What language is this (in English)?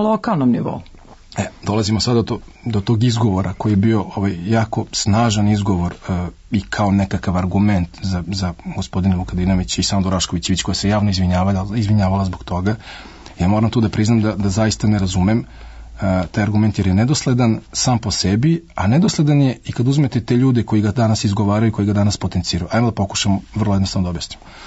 Serbian